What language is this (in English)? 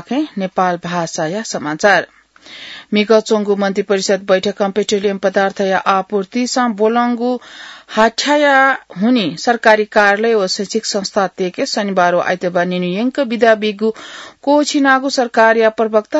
Newari